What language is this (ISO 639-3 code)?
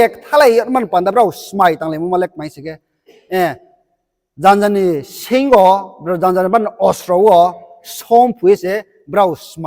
ria